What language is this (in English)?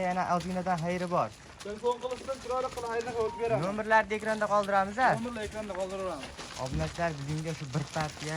Uzbek